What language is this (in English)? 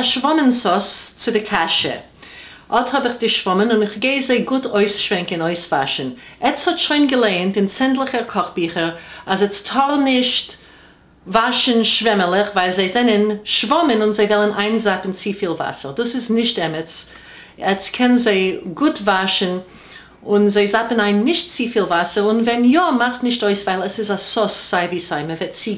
Yiddish